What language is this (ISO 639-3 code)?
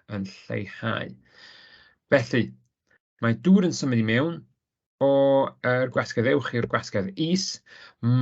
cym